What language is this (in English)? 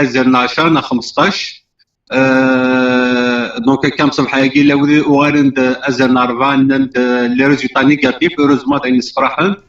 Kabyle